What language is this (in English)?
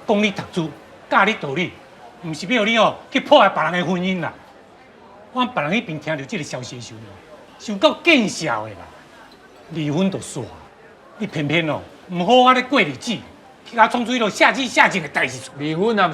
Min Nan Chinese